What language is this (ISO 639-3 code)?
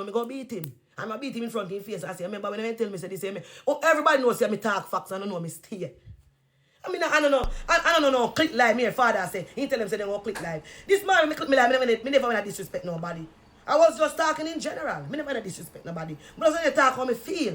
jam